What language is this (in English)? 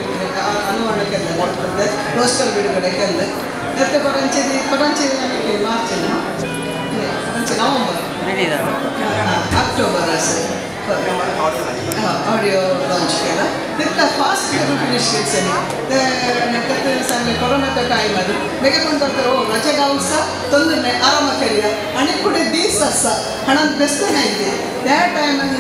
Konkani